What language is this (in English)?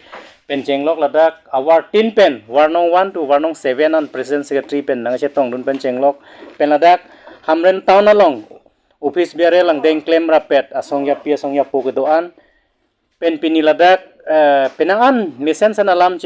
Karbi